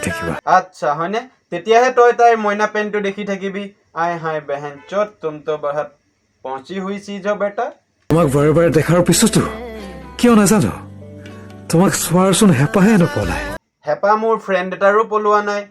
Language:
Assamese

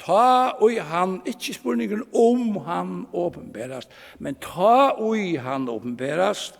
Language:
Faroese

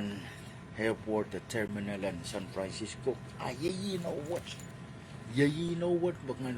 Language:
Pohnpeian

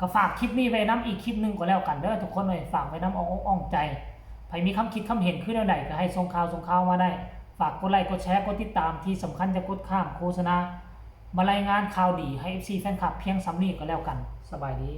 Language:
Northeastern Thai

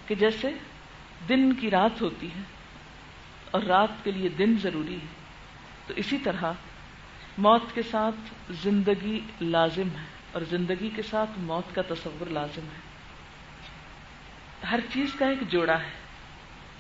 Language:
Urdu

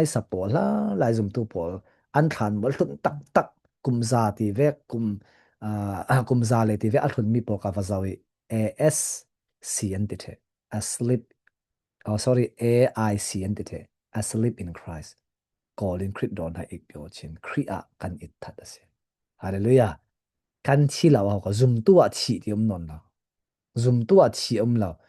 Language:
Falam Chin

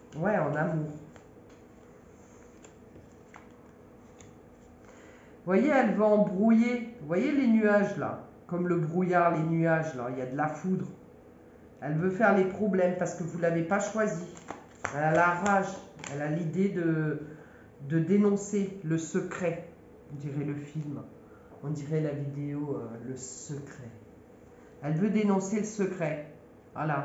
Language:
French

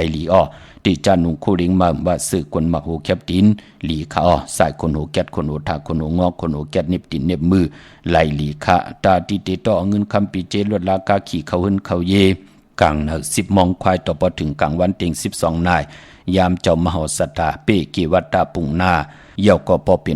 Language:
Shan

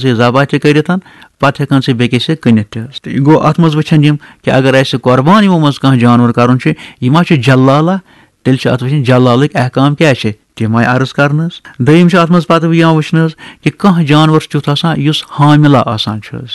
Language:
Kashmiri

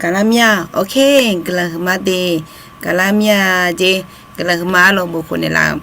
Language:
Akha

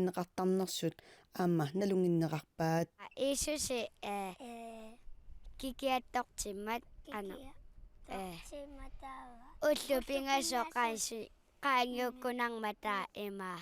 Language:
Kalaallisut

